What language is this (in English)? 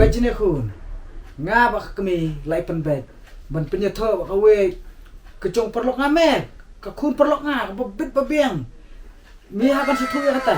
Khasi